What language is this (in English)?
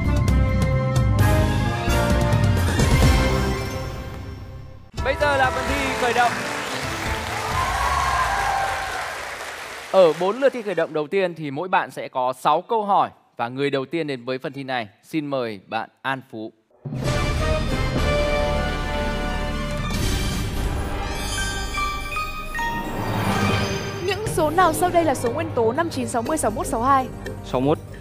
Vietnamese